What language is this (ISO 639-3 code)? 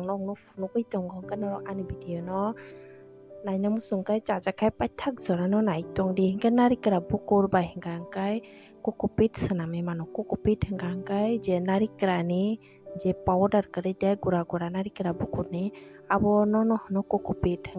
trp